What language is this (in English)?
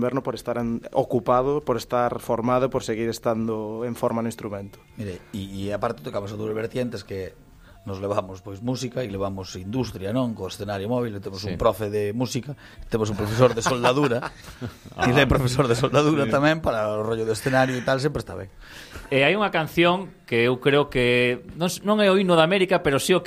Galician